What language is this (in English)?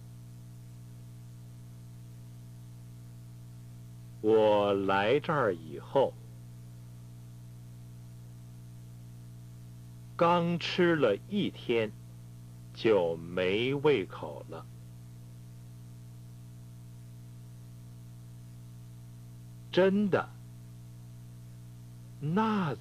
Chinese